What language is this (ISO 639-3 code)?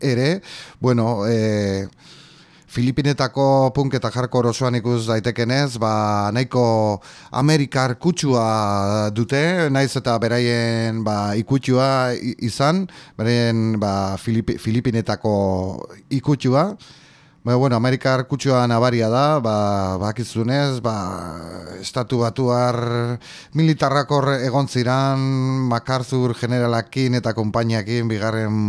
eus